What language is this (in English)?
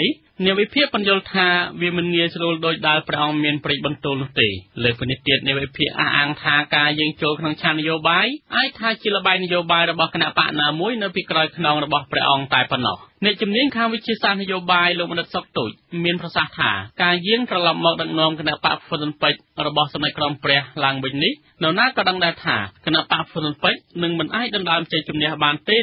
Khmer